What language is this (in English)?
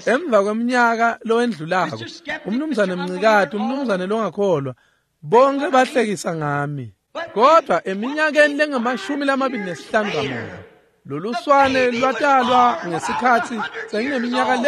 Swati